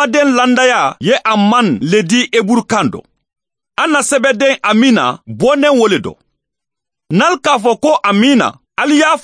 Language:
Mandingo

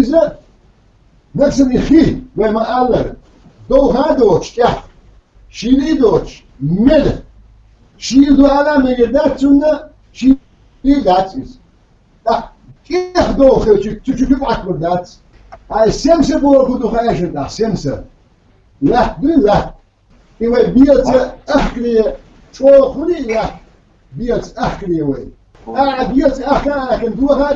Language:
Chechen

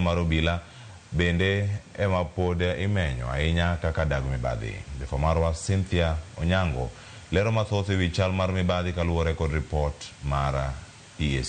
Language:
Luo (Kenya and Tanzania)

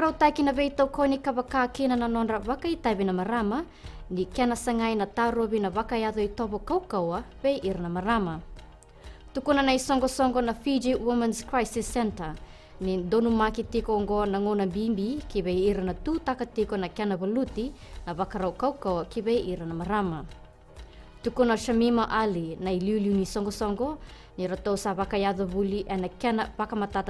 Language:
Fijian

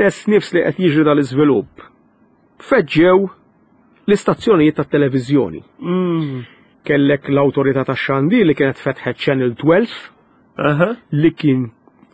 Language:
Maltese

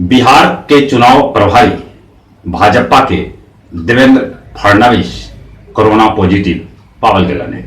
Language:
Magahi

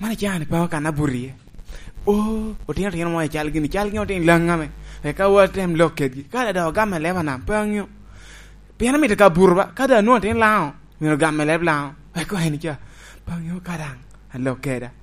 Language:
Lango (Uganda)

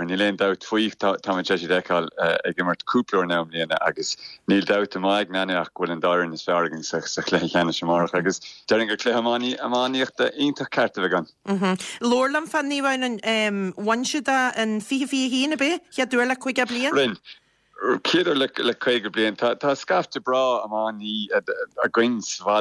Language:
Irish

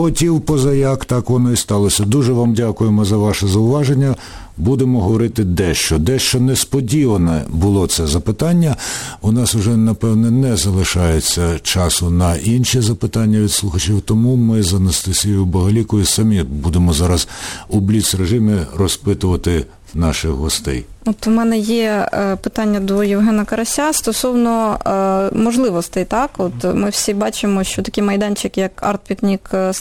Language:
Ukrainian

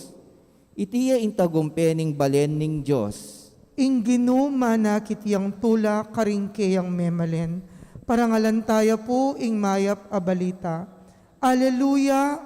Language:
Pampanga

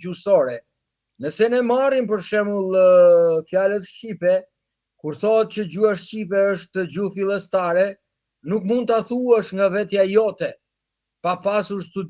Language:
Albanian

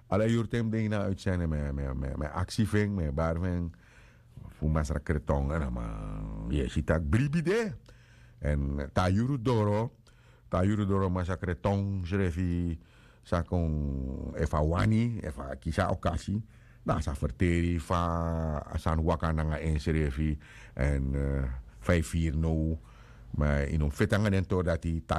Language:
Sranan Tongo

